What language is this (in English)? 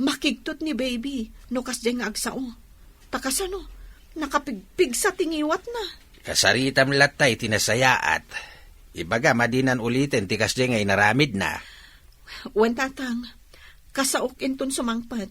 Iloko